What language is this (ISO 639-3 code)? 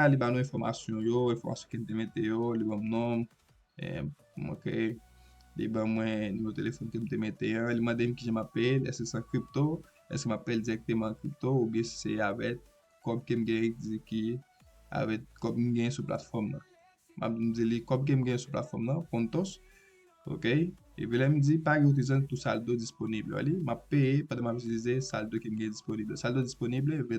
hat